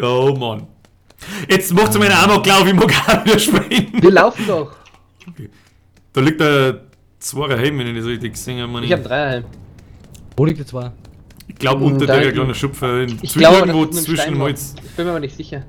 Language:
Bavarian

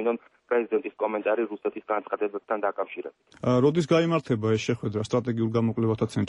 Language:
Georgian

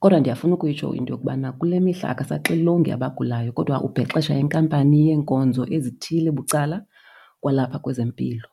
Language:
Xhosa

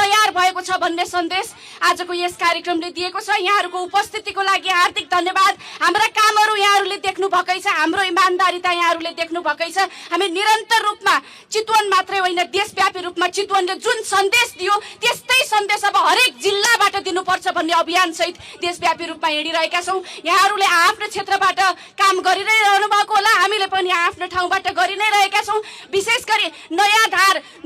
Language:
Nepali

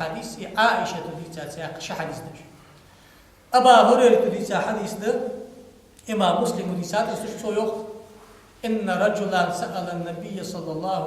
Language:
Ingush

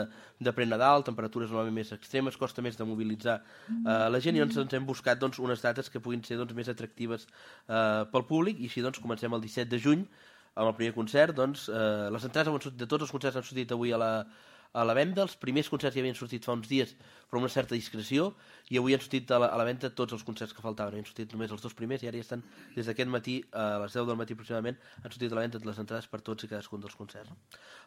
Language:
Catalan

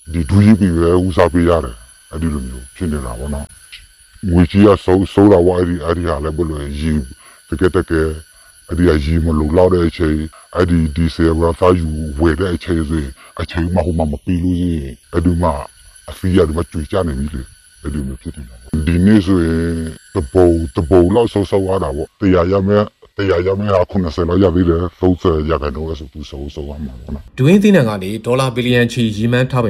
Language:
Burmese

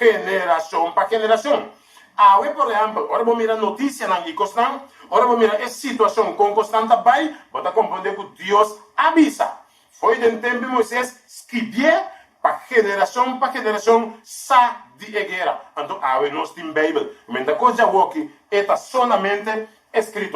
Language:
Papiamento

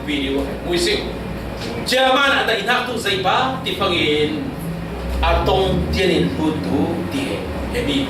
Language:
Falam Chin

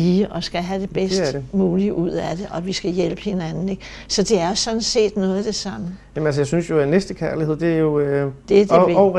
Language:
Danish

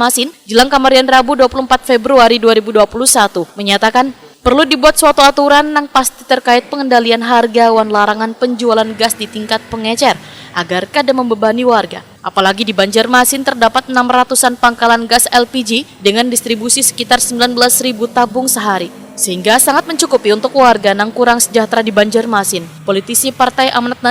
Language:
Banjar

